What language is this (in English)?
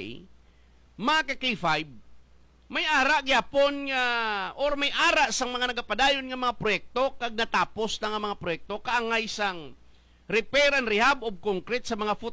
Hiligaynon